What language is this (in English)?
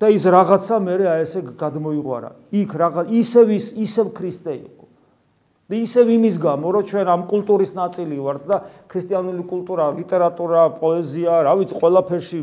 Georgian